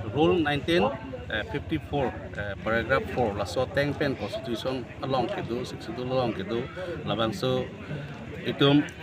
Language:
Karbi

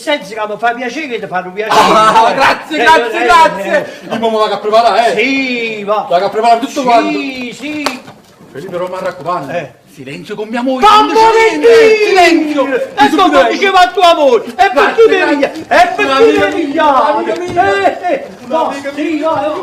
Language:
Neapolitan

